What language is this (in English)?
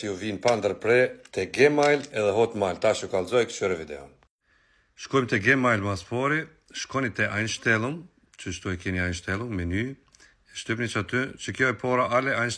Albanian